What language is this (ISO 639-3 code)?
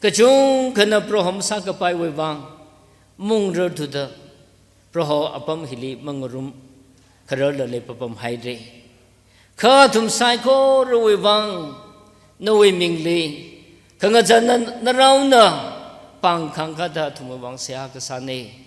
nmf